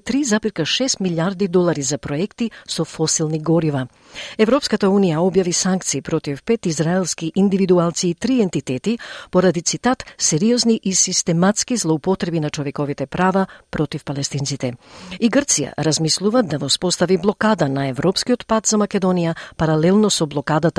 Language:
Macedonian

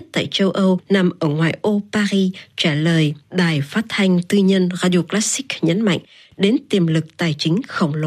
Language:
Vietnamese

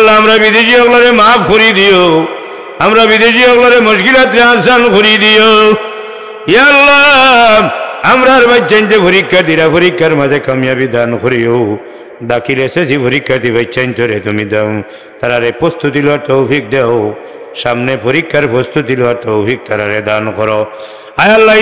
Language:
Sylheti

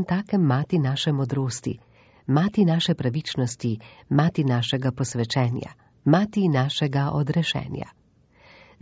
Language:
Slovenian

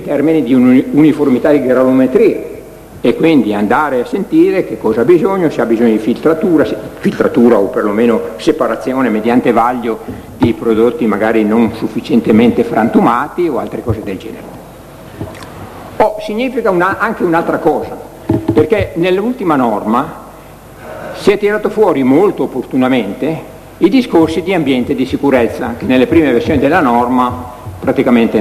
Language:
Italian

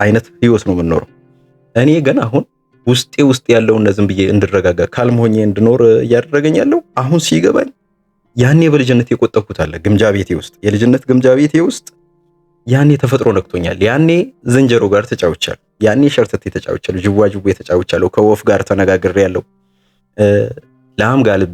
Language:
Amharic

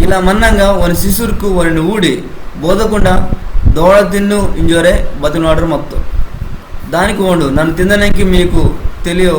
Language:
Koya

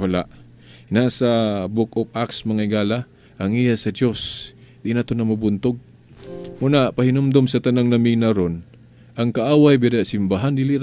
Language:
Cebuano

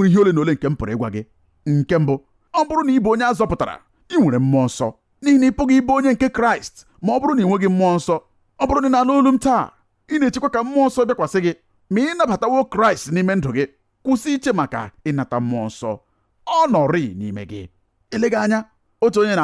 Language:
Igbo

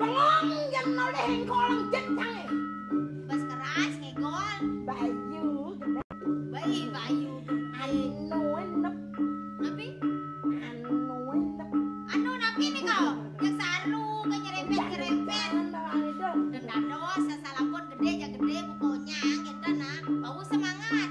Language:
Balinese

